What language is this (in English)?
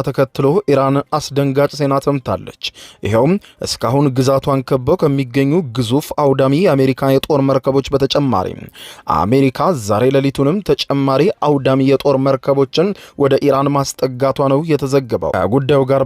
Amharic